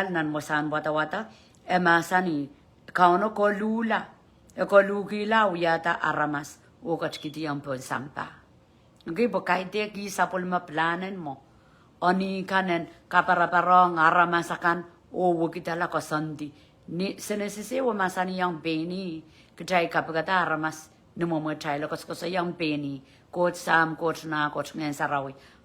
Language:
Pohnpeian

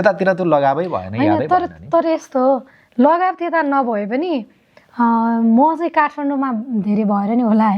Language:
Nepali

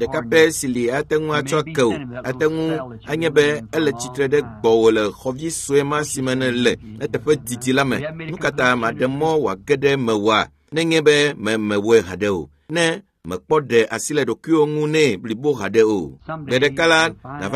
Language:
Ewe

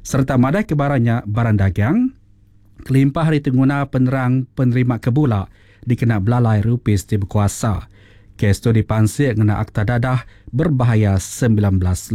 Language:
Iban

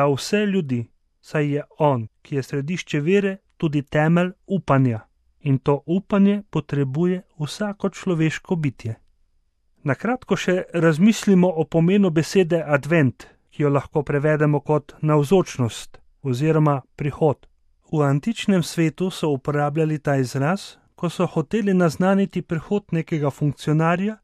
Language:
Slovenian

